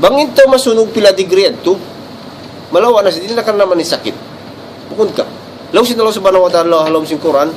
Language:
Tausug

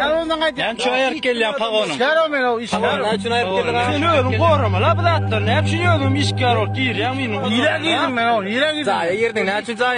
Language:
Turkmen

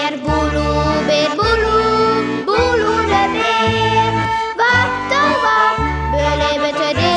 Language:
Western Frisian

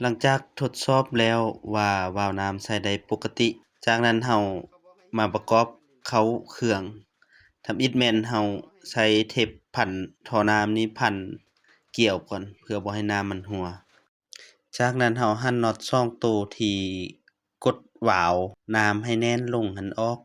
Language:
Lao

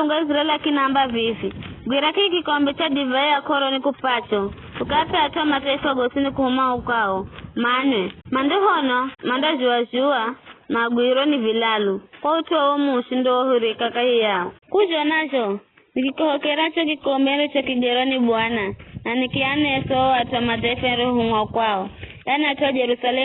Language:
Giryama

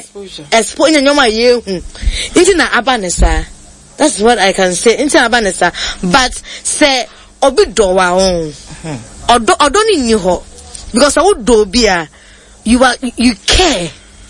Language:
Akan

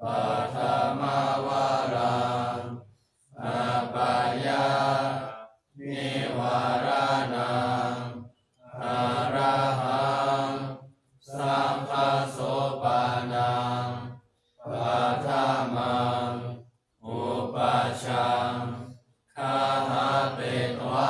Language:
Pali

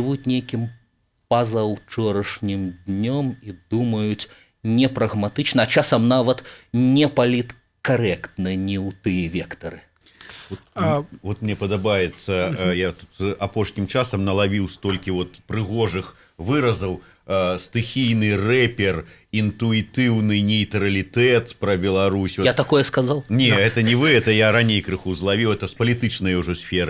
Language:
Belarusian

